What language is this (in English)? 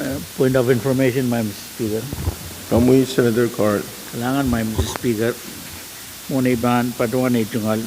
Pohnpeian